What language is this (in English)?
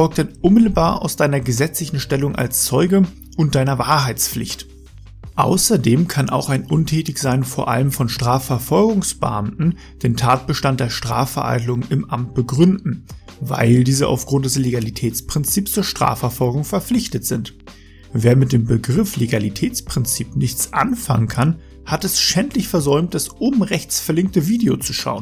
German